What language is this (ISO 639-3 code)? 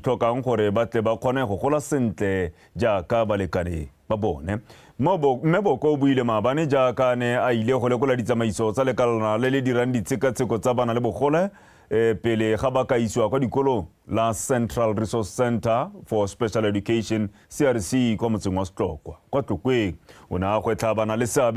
tsn